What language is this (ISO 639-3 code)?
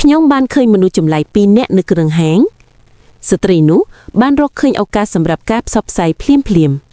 khm